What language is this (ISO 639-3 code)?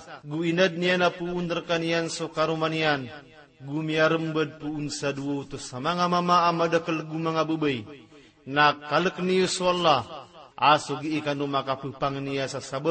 mrw